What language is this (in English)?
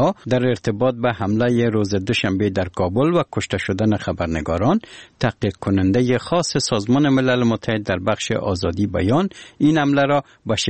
Persian